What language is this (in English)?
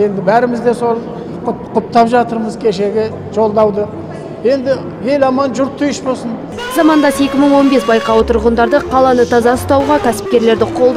Kazakh